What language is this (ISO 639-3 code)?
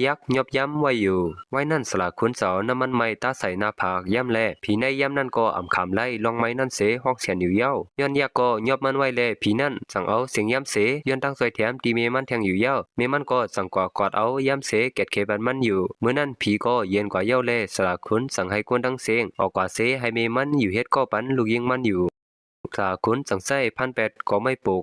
shn